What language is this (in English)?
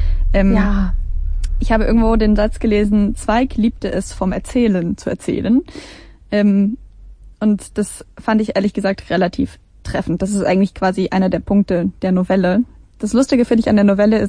German